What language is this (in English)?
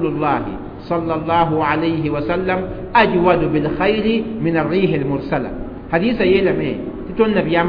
Mossi